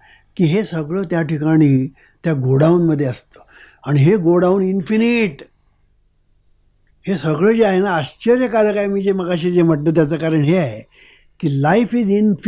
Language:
Marathi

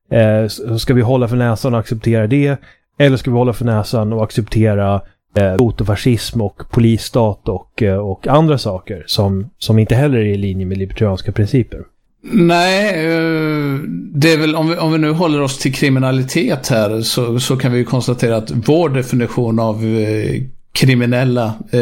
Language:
Swedish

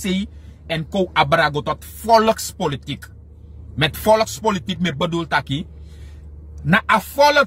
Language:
Sranan Tongo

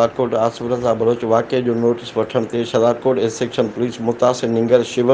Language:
Sindhi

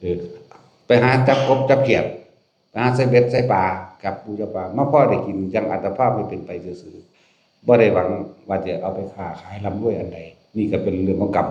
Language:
Lao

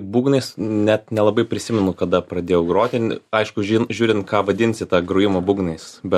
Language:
Lithuanian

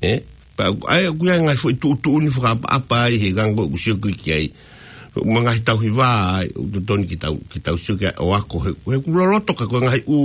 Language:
Tongan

